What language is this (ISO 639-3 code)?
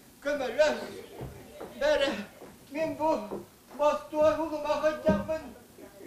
sah